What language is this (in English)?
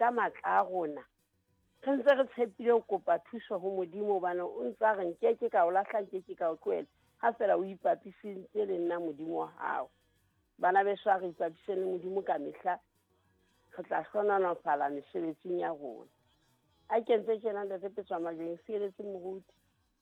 Southern Sotho